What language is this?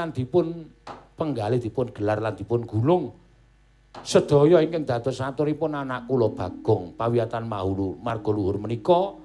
Javanese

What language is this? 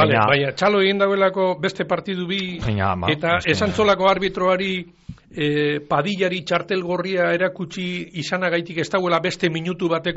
Basque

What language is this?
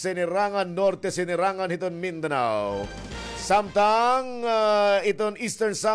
Waray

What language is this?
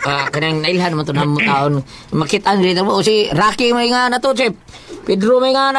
Cebuano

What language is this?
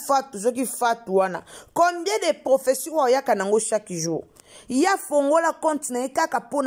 Lingala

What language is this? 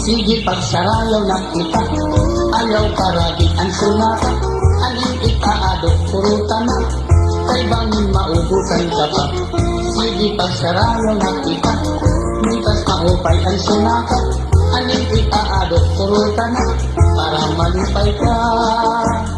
Waray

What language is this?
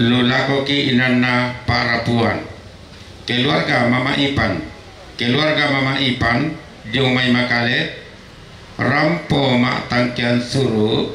Toraja-Sa'dan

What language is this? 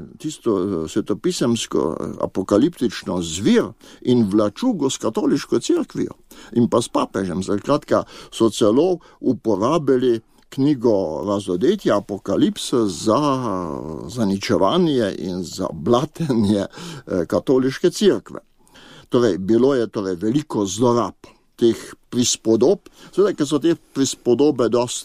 Slovenian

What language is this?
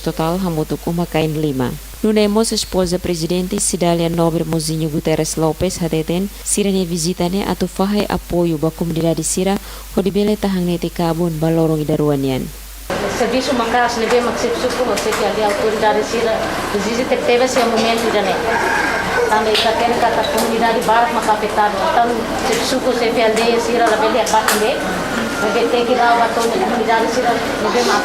Tetum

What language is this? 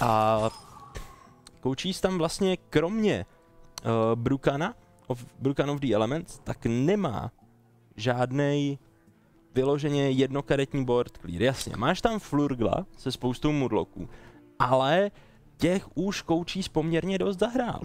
Czech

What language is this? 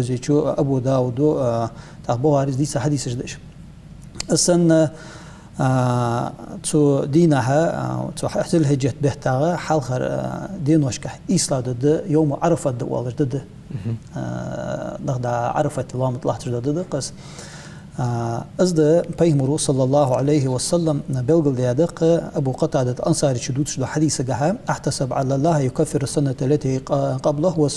Ingush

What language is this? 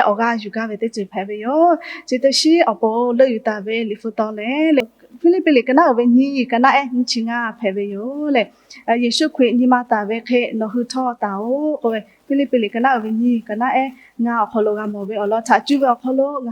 Lahu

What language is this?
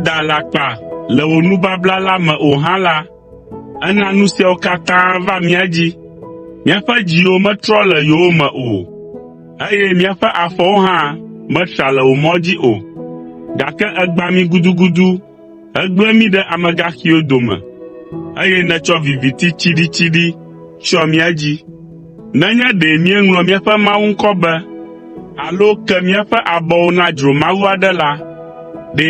Ewe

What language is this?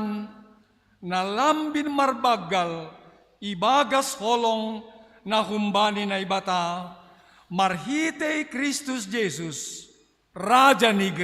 Batak Simalungun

